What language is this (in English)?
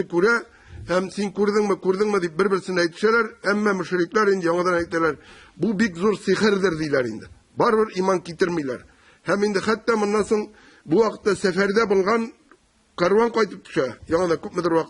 Tatar